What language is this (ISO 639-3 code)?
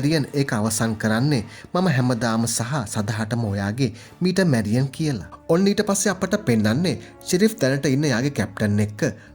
sin